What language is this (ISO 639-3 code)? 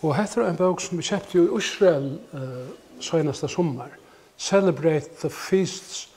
fao